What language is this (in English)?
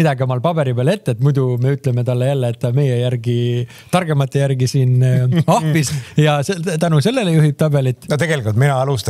Estonian